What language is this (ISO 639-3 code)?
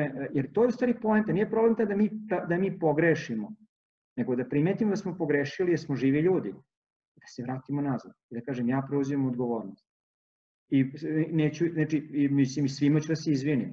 srp